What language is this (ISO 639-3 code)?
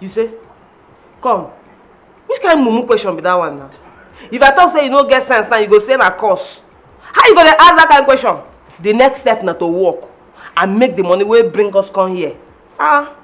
pcm